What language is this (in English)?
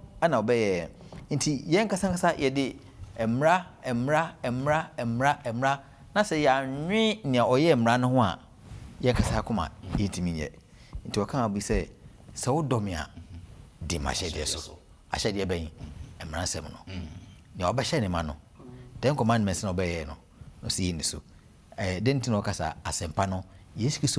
Akan